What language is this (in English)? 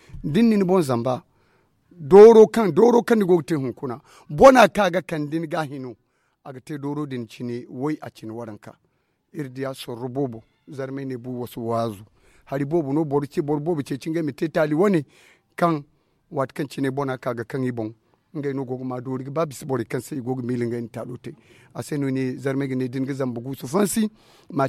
Zarma